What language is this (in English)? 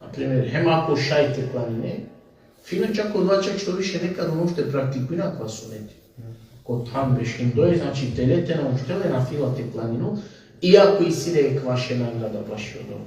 Balkan Romani